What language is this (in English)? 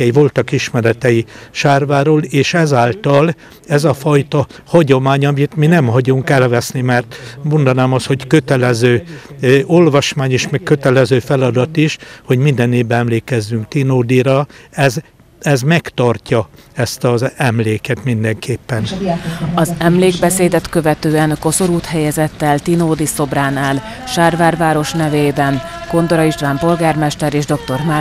Hungarian